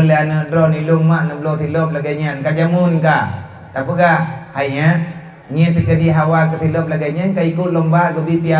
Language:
Achinese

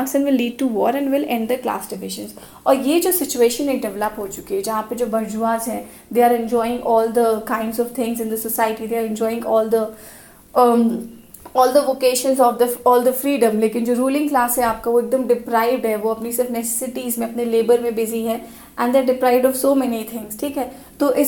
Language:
Hindi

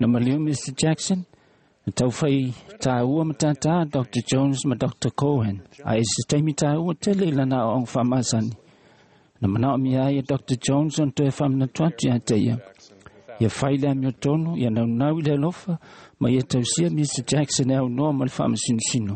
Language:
Samoan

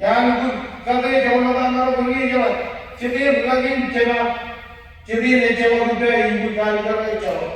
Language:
Marshallese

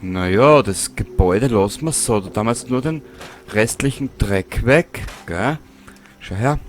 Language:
Bavarian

